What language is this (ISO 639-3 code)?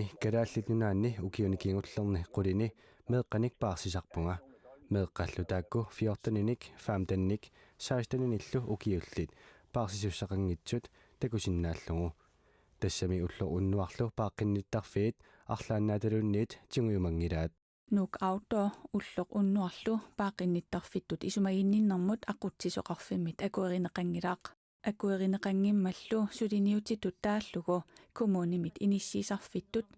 kal